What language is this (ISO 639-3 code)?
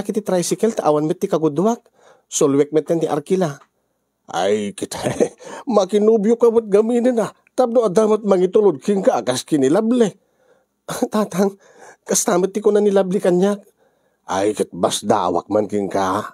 ilo